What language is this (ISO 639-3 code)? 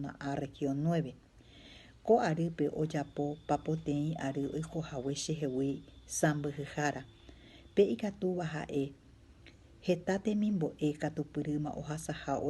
grn